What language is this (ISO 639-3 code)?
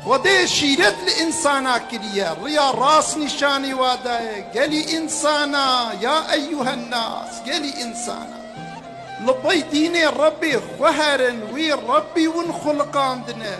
kur